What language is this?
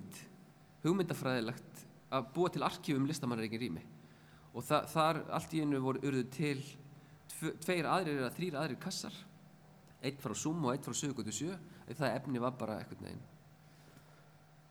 Icelandic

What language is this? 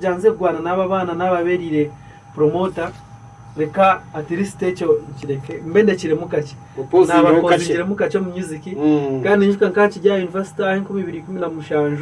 Nyankole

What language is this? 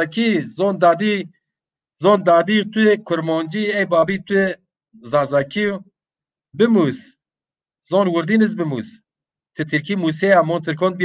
Zaza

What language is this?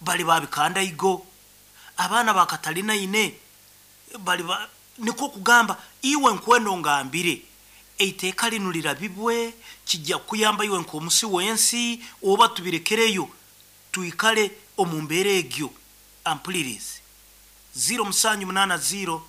Nyankole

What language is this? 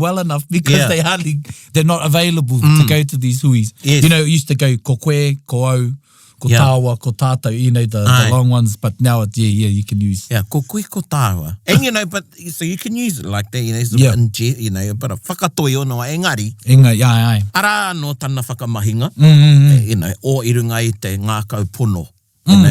Māori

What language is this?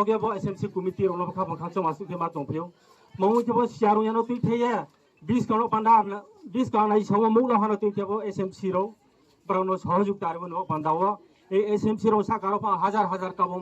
Riang (India)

